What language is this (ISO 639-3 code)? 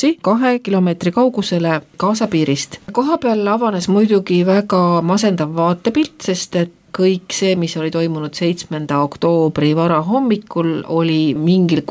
est